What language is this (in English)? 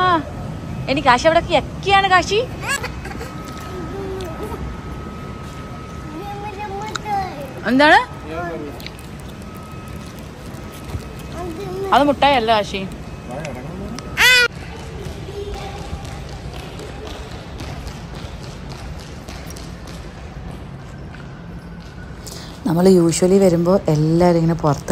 Malayalam